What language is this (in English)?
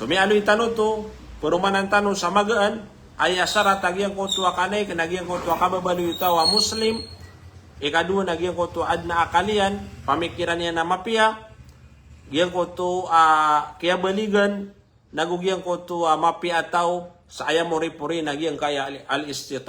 Maranao